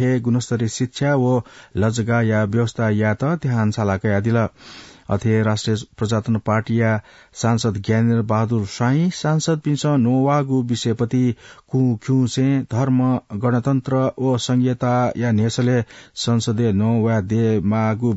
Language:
Newari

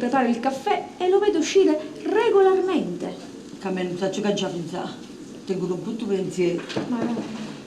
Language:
Neapolitan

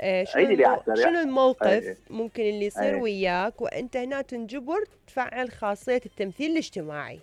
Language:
Mesopotamian Arabic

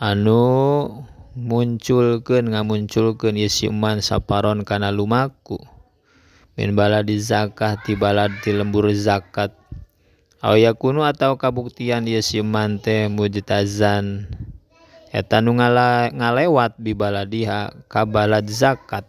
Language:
Sundanese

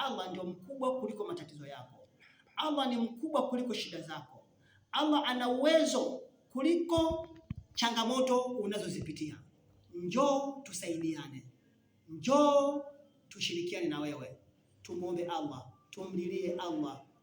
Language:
Swahili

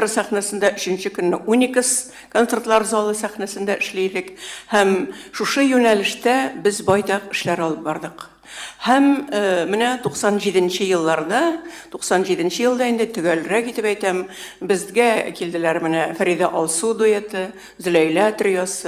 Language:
Tatar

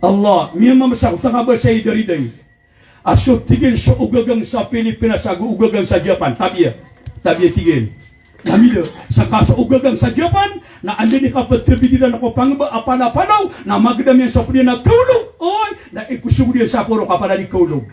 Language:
Maranao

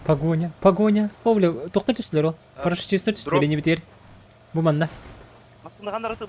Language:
Yakut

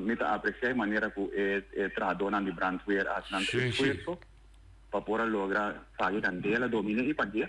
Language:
Papiamento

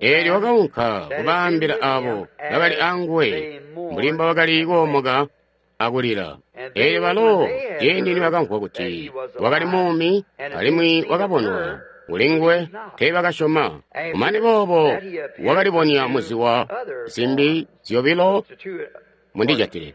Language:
Tonga (Zambia)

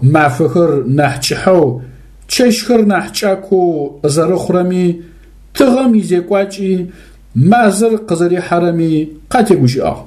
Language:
Adyghe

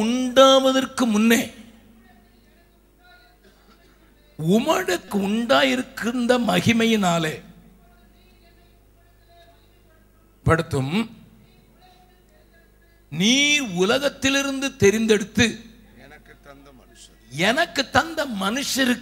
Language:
Tamil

